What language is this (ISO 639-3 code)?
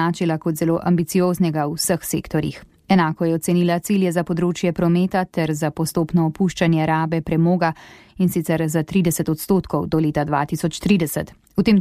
slv